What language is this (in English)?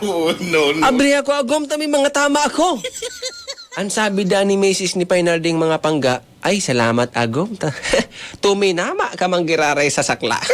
Bikol